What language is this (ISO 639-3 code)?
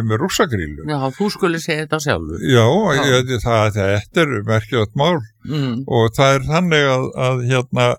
isl